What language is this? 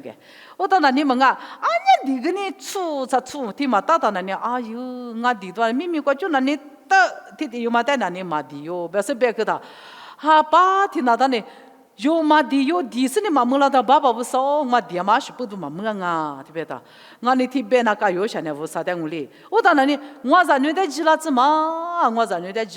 Lisu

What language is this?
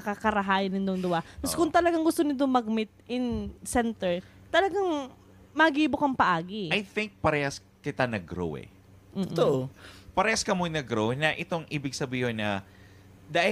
Bikol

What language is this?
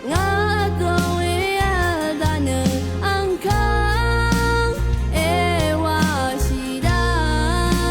Rawang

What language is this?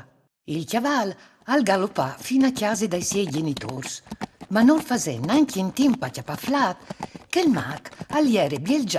Friulian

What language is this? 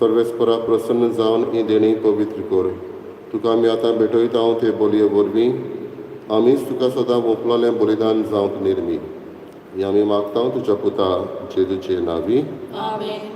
Konkani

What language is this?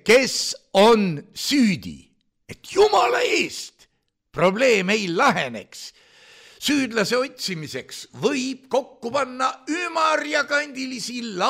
Estonian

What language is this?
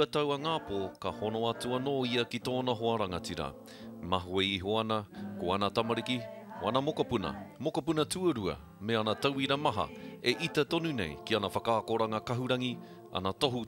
Māori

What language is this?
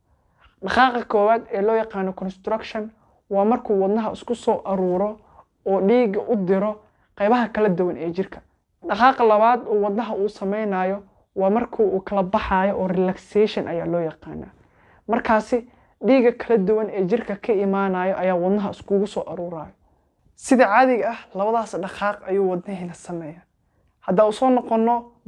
Somali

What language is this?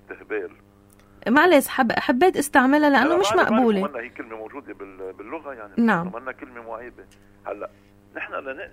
North Levantine Arabic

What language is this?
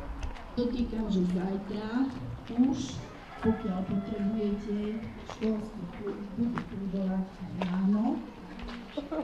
Slovak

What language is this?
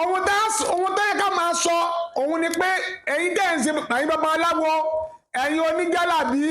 Yoruba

